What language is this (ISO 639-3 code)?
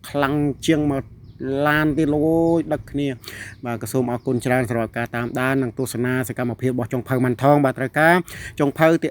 khm